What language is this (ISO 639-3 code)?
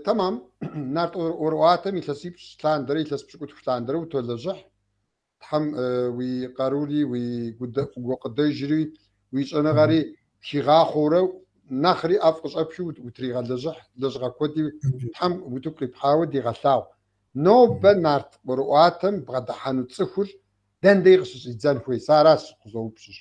kbd